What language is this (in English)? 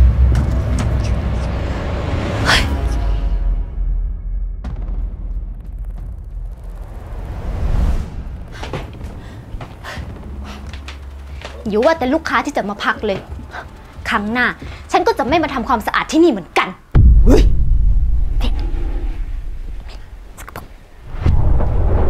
Thai